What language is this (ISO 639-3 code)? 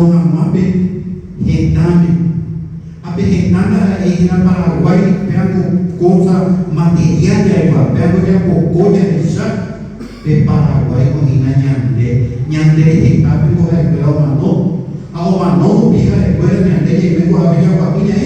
grn